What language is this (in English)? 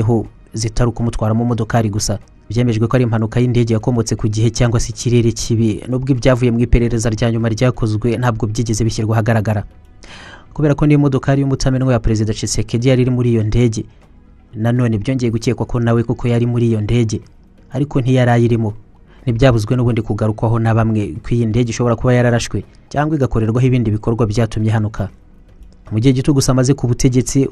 Kinyarwanda